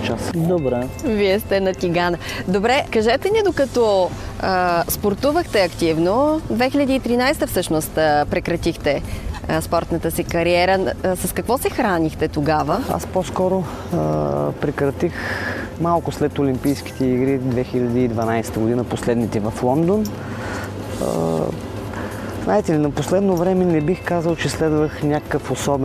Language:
Bulgarian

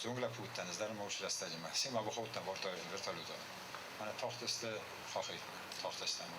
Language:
Ossetic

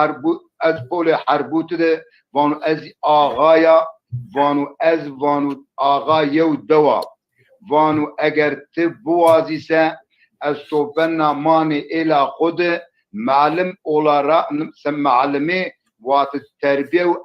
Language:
Zaza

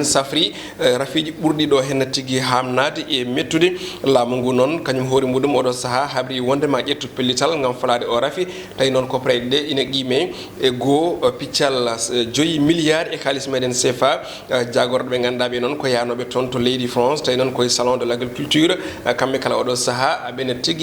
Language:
Fula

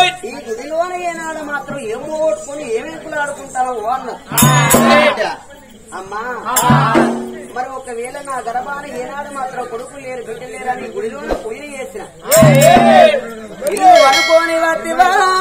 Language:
Telugu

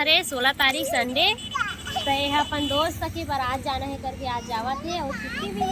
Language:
Chhattisgarhi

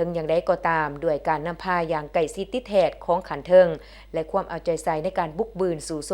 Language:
Lao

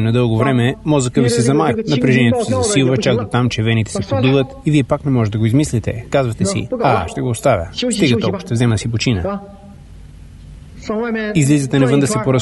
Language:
Bulgarian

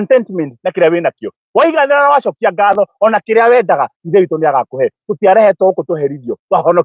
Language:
Kikuyu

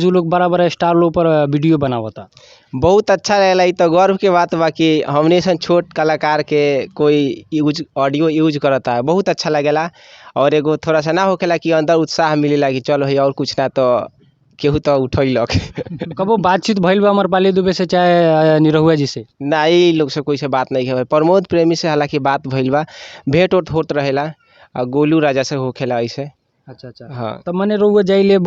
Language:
Bhojpuri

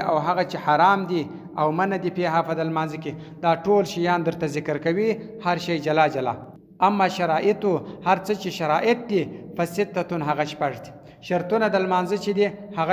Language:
Pashto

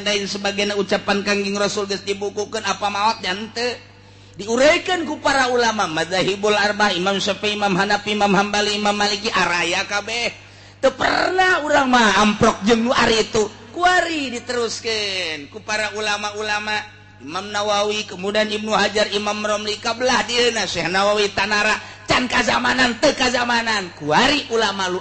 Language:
Sundanese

